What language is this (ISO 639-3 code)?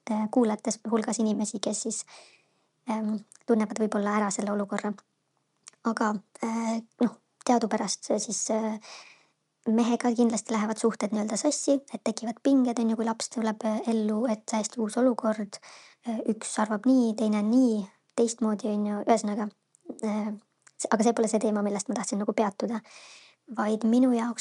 est